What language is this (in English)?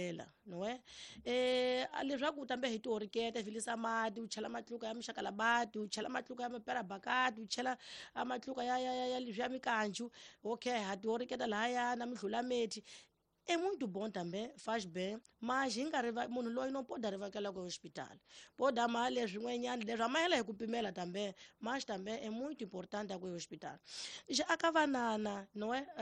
Tsonga